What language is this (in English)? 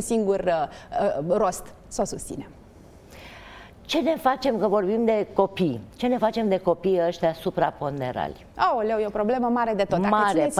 Romanian